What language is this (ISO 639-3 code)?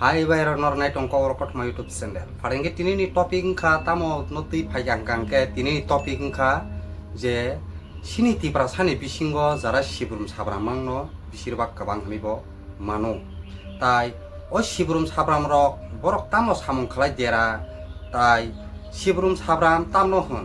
trp